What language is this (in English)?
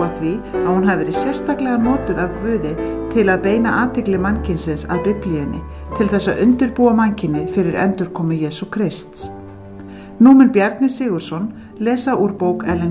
Icelandic